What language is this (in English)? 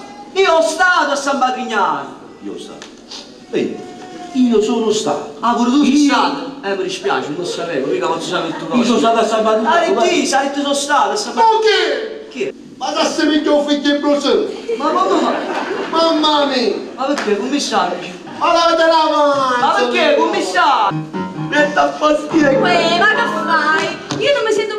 Neapolitan